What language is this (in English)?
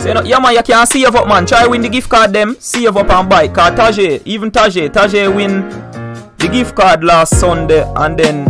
Jamaican Creole English